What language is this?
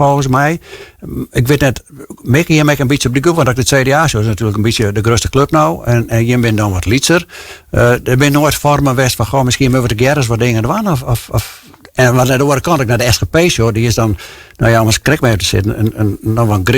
Western Frisian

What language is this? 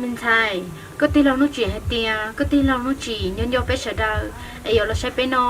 Hmong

